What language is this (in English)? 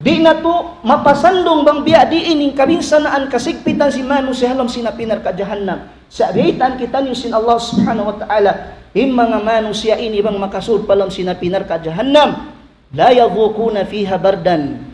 Tausug